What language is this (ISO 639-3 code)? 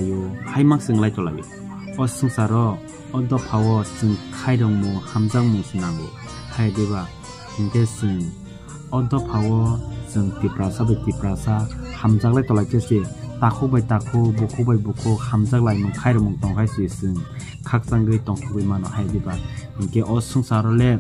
trp